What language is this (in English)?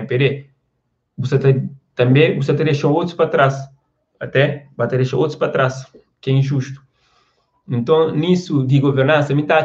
Kabuverdianu